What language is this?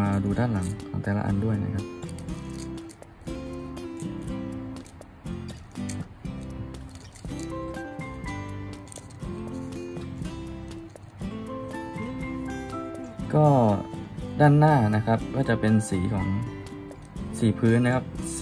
Thai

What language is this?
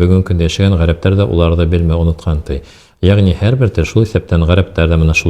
Bashkir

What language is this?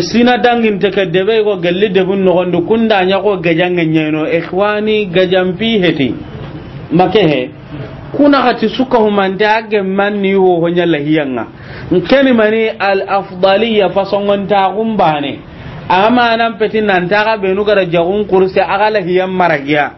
Soninke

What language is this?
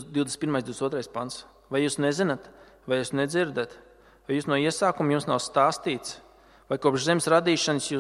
Latvian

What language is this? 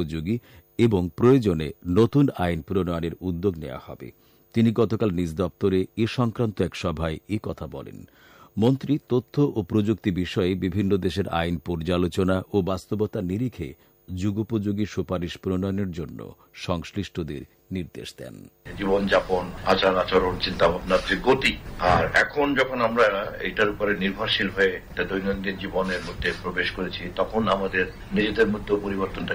Bangla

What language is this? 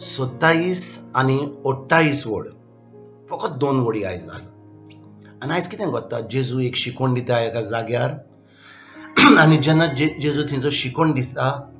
Konkani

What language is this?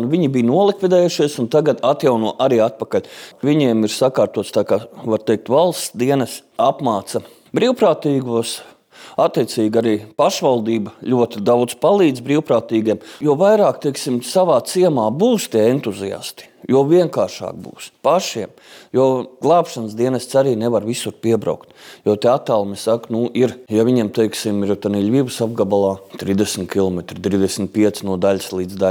Latvian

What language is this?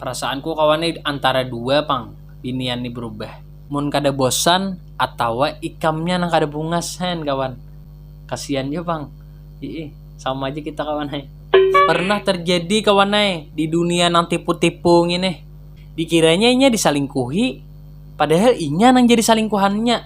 Banjar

